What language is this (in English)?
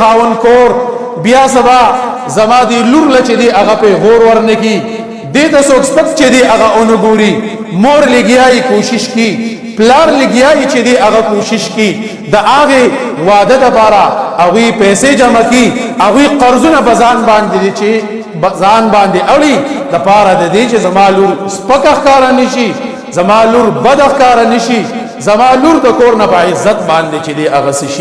Pashto